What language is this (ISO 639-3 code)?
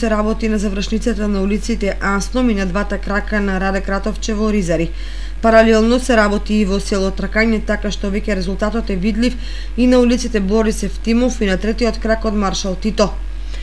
mkd